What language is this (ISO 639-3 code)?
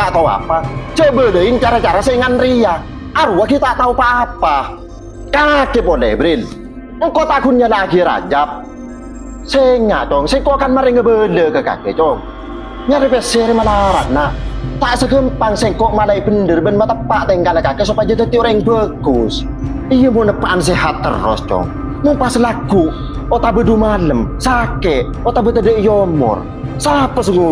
mad